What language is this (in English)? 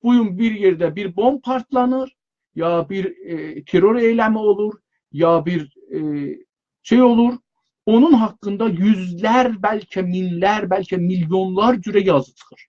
South Azerbaijani